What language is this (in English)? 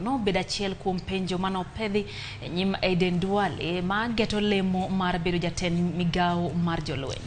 Luo (Kenya and Tanzania)